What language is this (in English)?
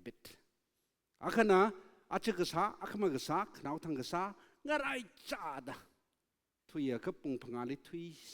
Tangkhul Naga (India)